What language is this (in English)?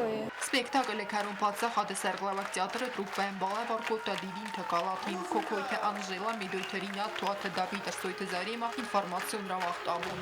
Ossetic